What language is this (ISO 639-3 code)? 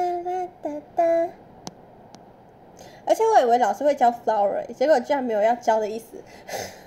zho